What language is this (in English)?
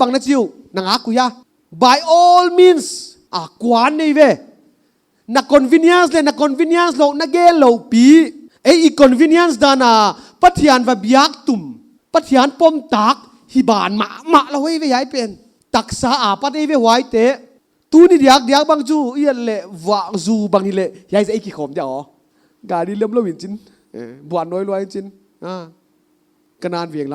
Paite Chin